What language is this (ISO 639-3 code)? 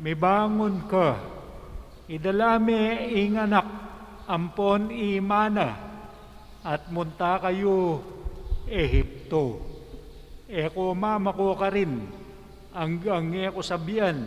pam